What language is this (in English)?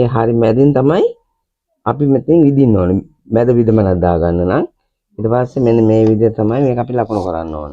Sinhala